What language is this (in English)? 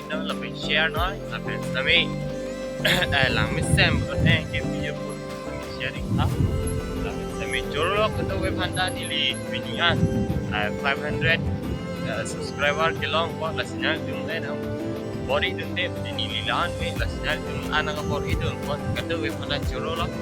Karbi